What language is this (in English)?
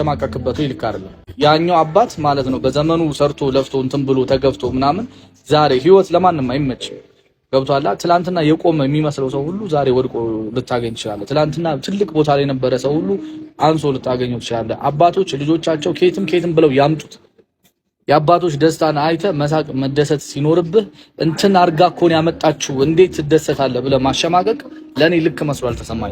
Amharic